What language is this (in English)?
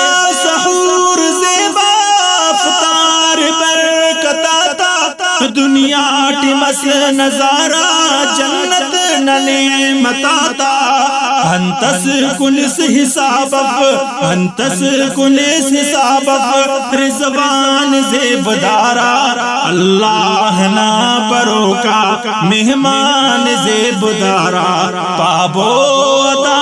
Brahui